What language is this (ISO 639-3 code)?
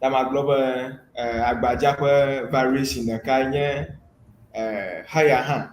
ewe